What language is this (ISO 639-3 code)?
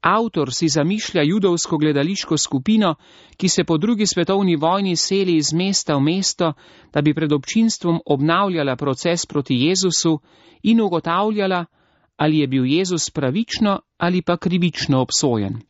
slv